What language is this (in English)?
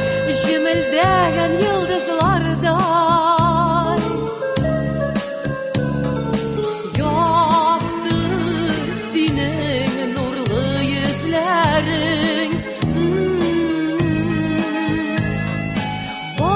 Tatar